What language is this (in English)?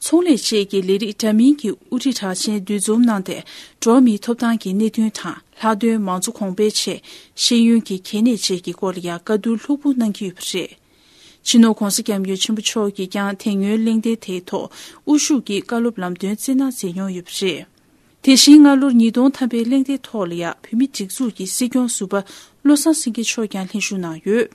Tibetan